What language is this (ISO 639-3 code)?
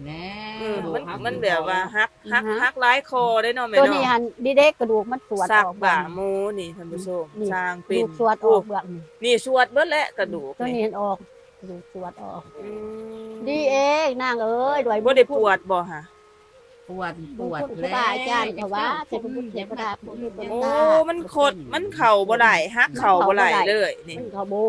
lao